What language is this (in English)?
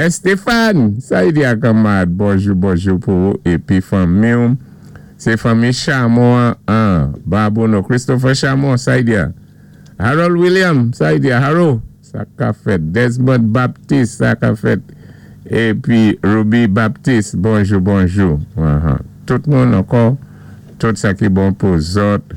Saint Lucian Creole French